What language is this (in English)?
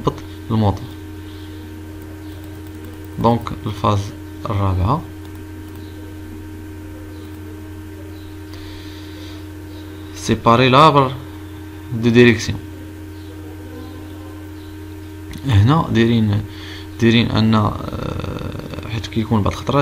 Moroccan Arabic